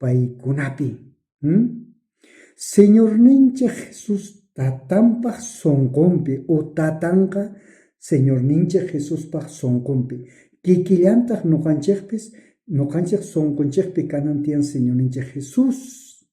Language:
South Bolivian Quechua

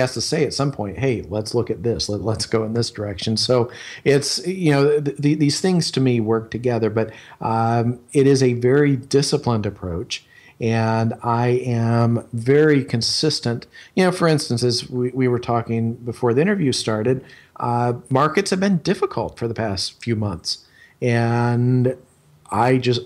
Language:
English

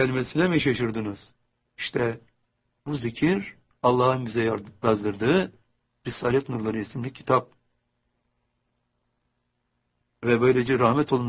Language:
Turkish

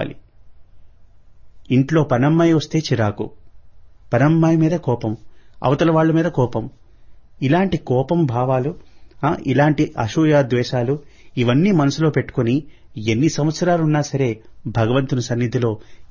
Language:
Telugu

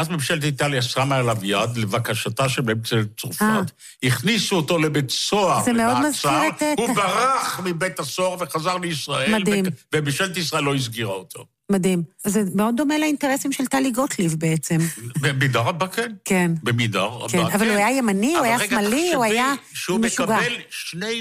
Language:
Hebrew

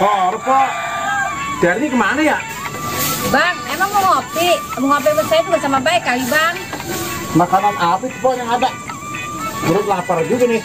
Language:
Betawi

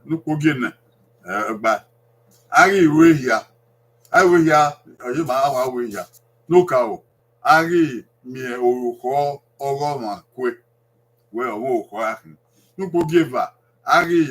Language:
Bini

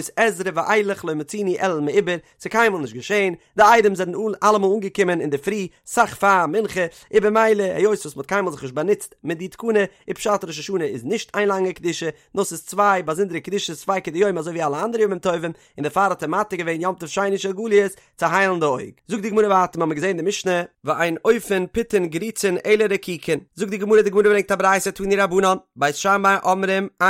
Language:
Yiddish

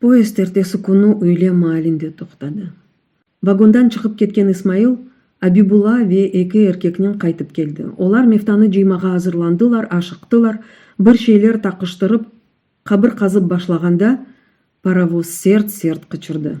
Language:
Crimean Tatar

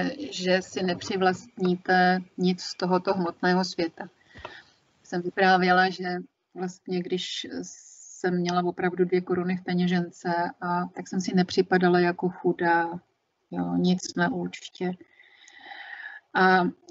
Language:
Czech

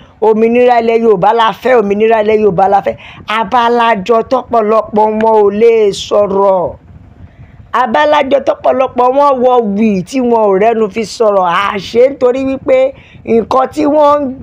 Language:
Yoruba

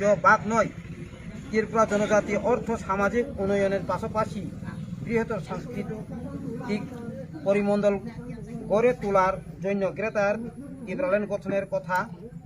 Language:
Riang (India)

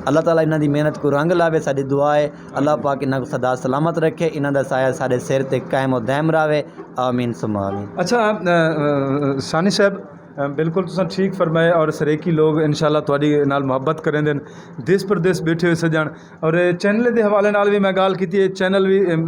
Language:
Saraiki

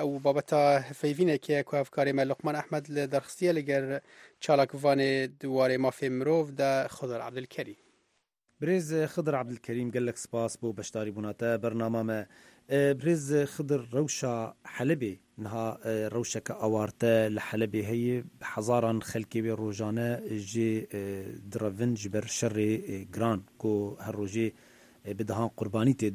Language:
Kurdish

